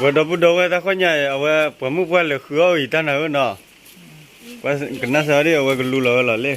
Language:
S'gaw Karen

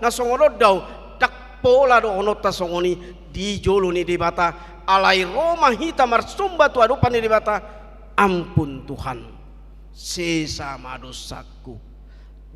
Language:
Batak Toba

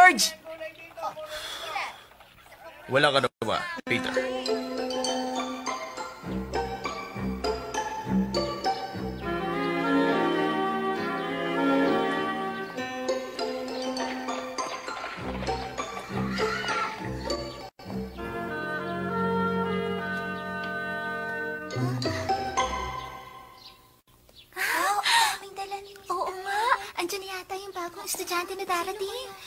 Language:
Filipino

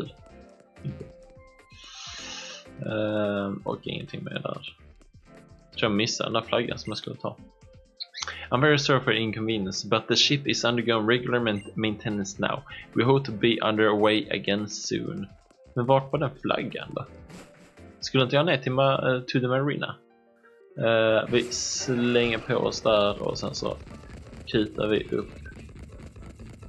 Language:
Swedish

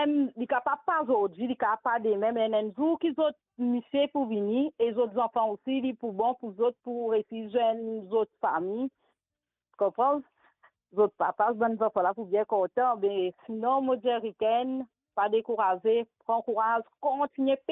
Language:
Morisyen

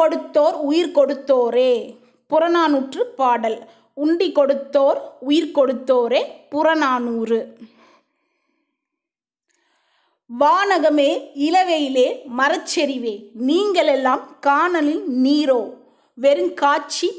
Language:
Tamil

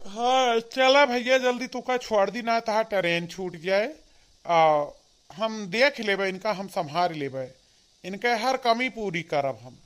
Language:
Awadhi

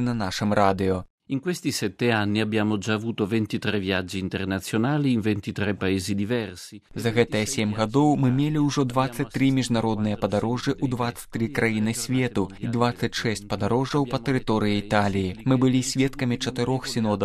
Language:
Belarusian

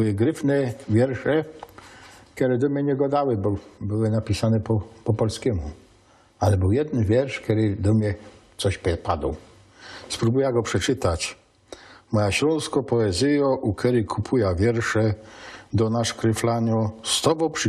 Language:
Silesian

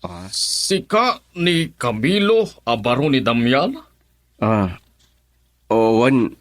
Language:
Iloko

